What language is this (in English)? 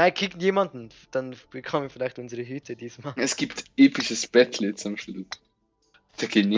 Swiss German